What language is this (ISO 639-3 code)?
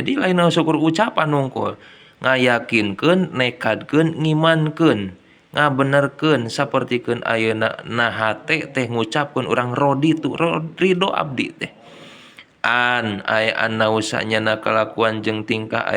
sun